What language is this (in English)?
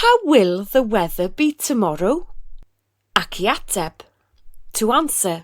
Welsh